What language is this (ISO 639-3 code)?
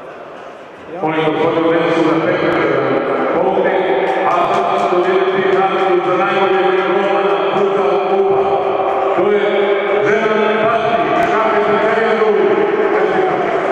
bos